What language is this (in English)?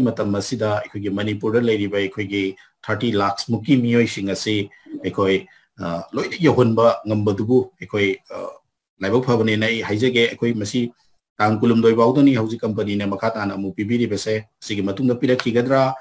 Manipuri